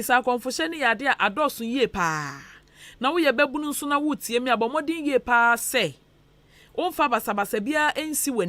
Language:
Akan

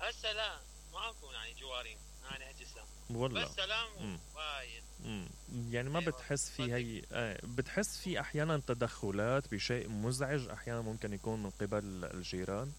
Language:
Mesopotamian Arabic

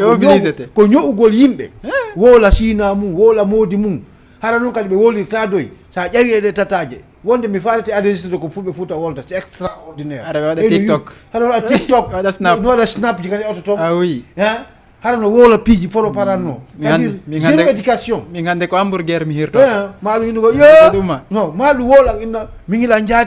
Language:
Fula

